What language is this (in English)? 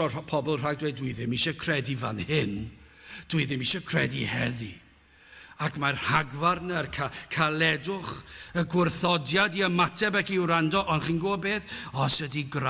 Welsh